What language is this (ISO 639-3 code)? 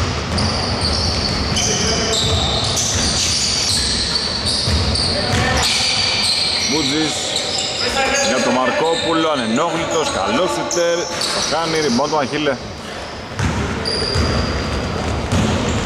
ell